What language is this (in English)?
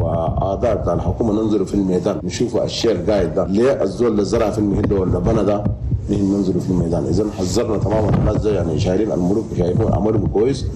Chadian Arabic